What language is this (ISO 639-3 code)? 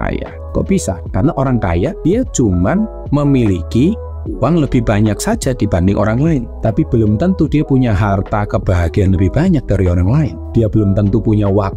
ind